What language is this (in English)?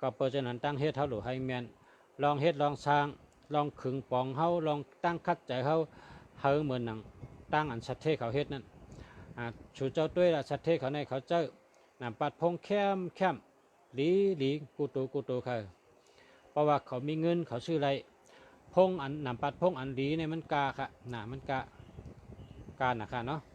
Shan